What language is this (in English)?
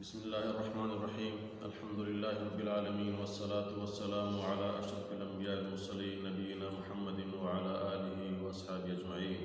Baluchi